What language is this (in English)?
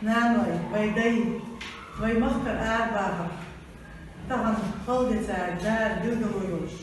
Ingush